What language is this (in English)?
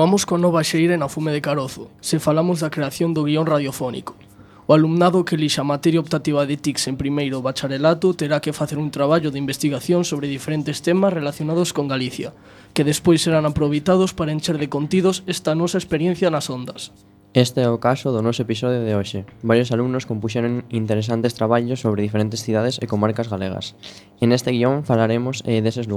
Galician